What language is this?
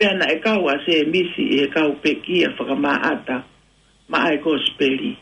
Tongan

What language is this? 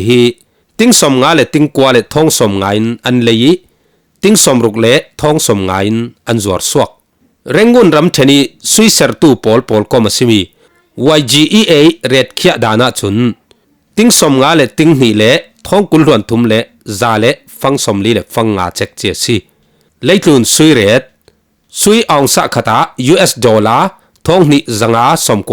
Falam Chin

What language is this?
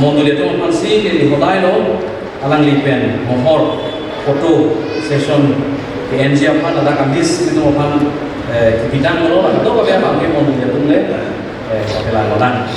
Karbi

